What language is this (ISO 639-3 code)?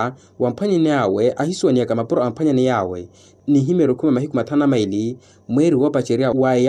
vmw